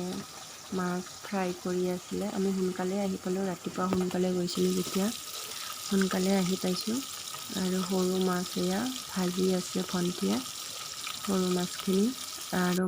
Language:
Assamese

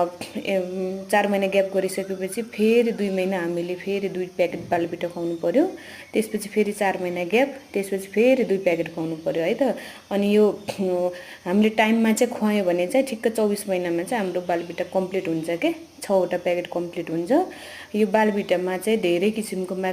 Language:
Nepali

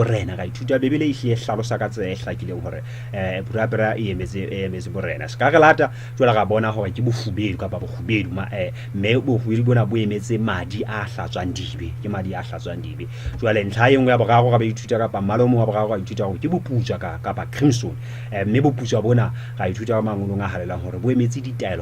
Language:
Southern Sotho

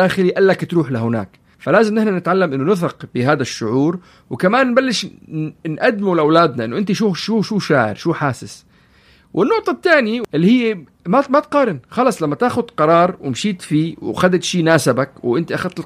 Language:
North Levantine Arabic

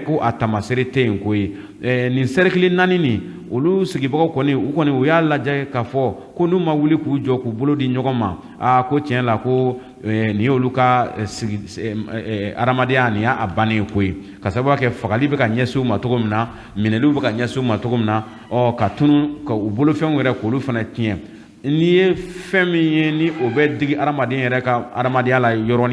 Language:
Bambara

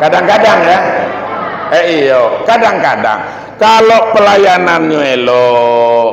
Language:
Minangkabau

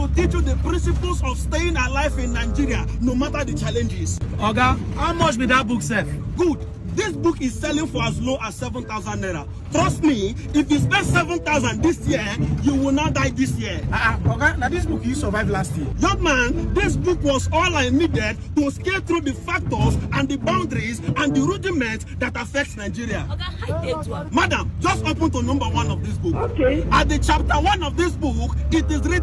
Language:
Nigerian Pidgin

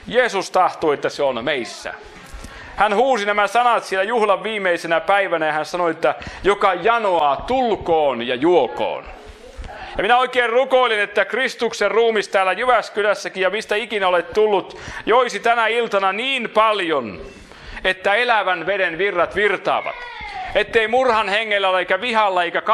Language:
Finnish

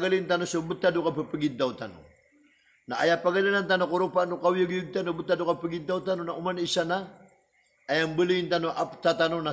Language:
Maranao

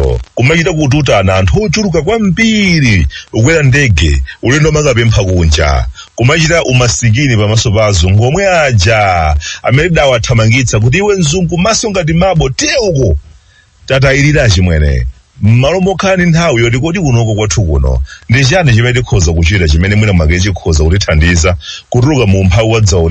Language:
Nyanja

